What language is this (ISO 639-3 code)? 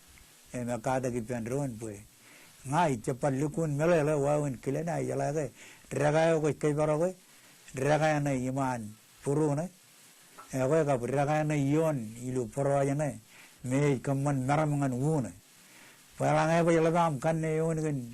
mah